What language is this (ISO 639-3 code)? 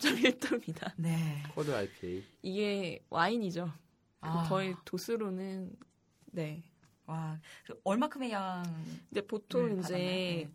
kor